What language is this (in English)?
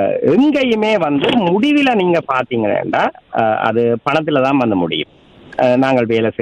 Tamil